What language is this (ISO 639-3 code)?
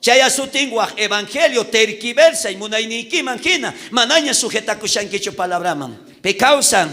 quh